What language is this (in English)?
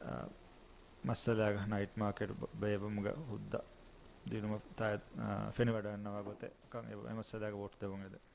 Divehi